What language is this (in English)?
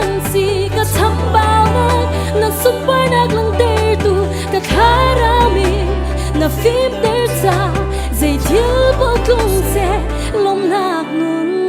Hakha Chin